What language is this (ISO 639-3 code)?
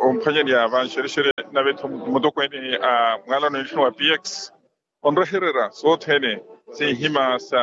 vmw